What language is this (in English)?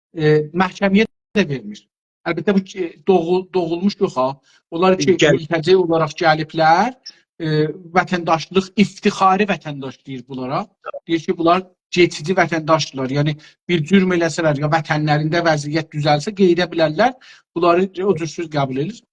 South Azerbaijani